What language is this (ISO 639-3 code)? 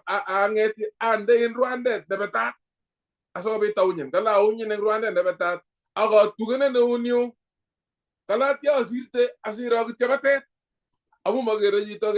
kln